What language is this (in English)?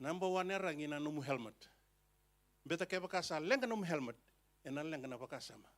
Fijian